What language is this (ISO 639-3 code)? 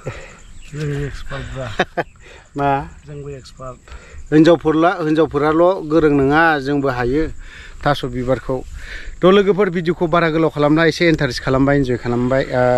brx